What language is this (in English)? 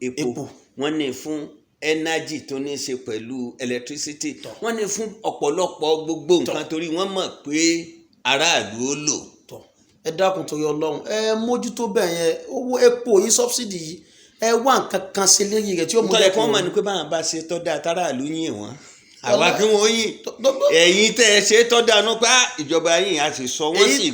Yoruba